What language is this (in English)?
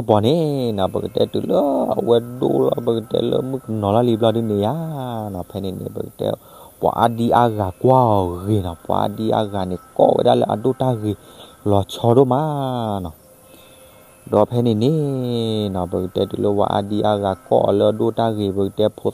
S'gaw Karen